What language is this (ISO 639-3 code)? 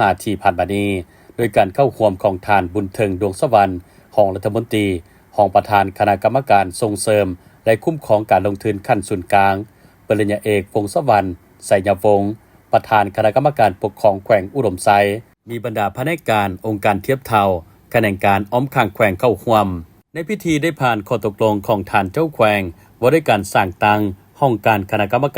lao